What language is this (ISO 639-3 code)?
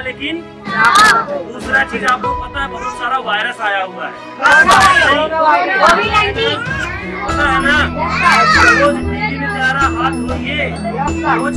hin